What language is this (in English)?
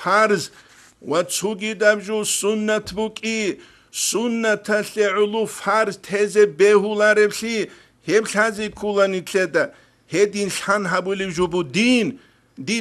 Avaric